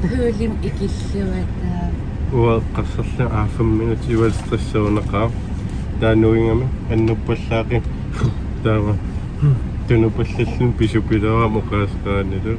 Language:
Kalaallisut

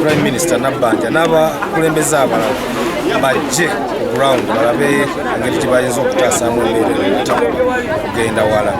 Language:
Ganda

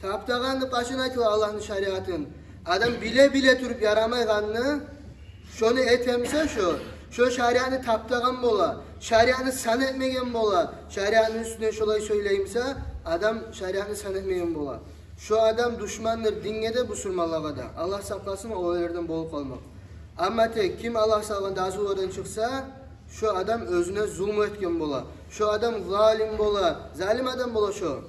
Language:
Kumyk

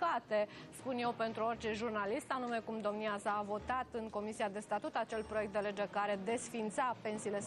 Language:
Romanian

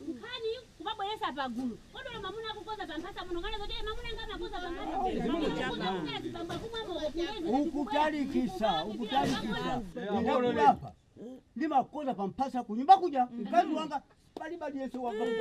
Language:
Nyanja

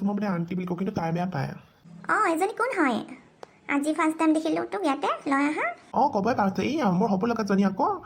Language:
Assamese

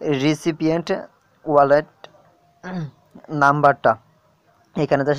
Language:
Bangla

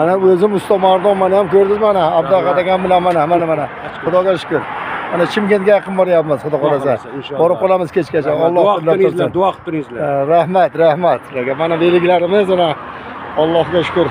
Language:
Uzbek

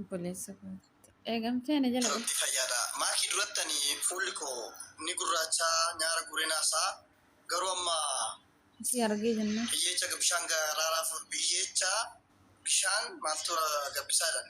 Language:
Oromo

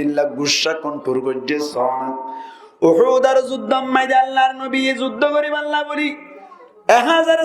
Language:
Rohingya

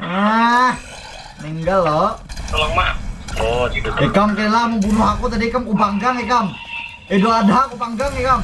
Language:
Banjar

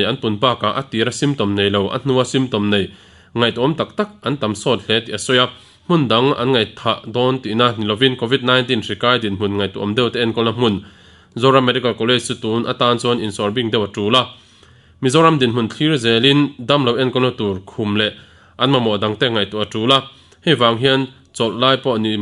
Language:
Mizo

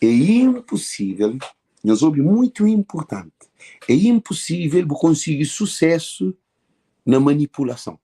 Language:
Kabuverdianu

